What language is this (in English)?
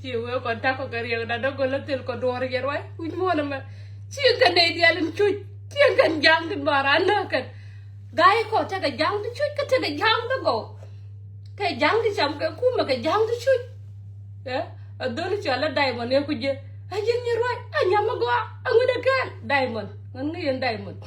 Nuer